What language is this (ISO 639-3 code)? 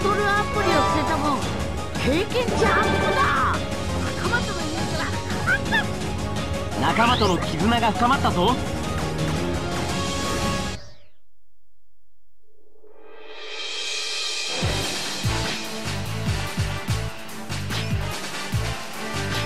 jpn